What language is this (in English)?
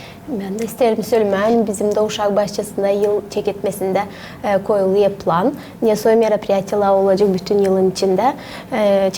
Gagauz